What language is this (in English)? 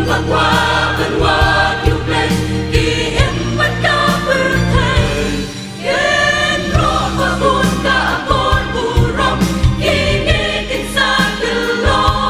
Khasi